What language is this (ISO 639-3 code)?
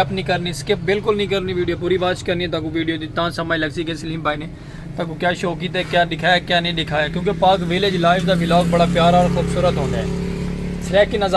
skr